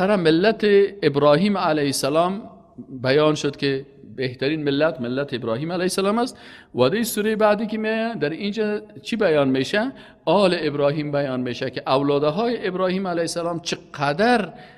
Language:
Persian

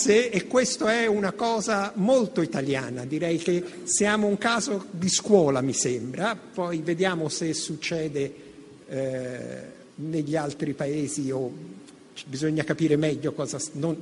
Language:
Italian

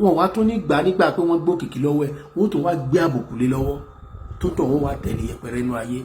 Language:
Yoruba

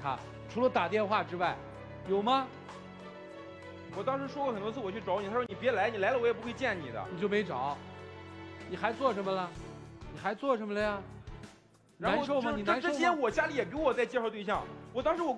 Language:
Chinese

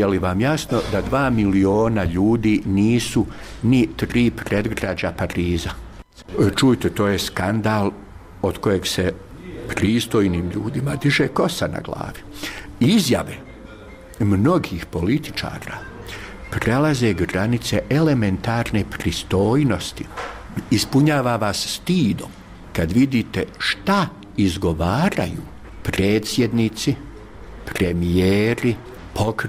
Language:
Bosnian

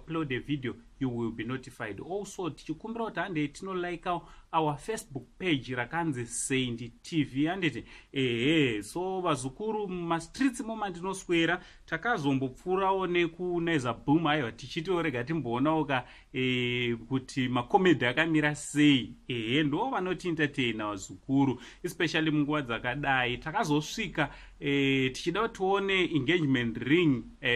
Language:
Shona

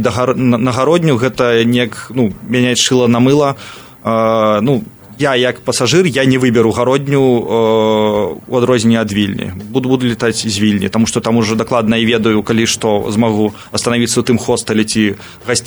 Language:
Belarusian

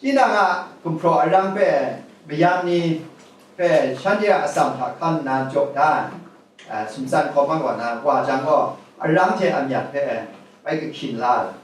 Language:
Kachin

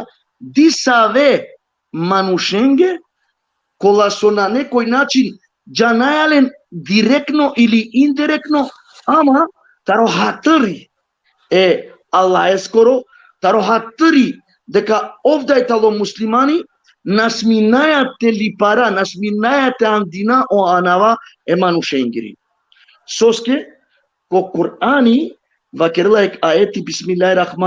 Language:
Balkan Romani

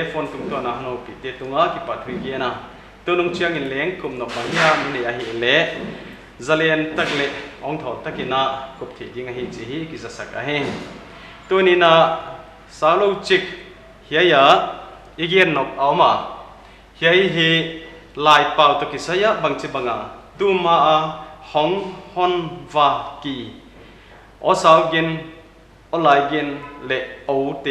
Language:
Paite Chin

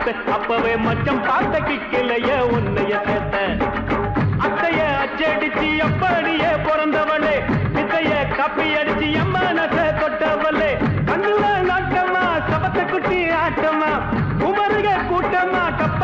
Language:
Tamil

